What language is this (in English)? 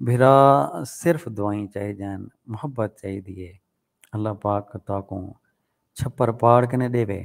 Saraiki